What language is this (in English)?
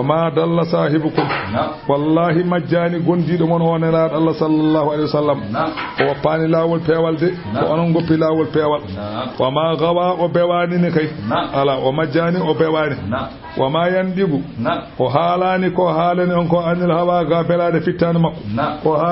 Fula